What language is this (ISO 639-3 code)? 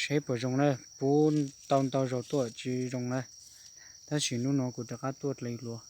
hmn